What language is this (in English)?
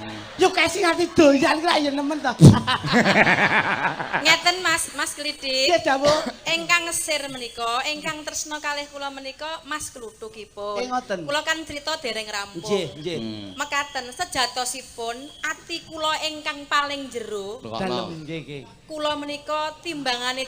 Javanese